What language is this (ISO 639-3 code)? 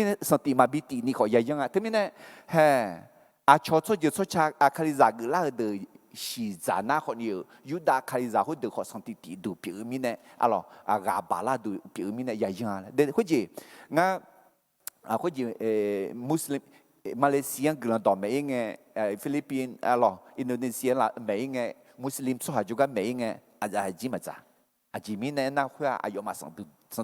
ahk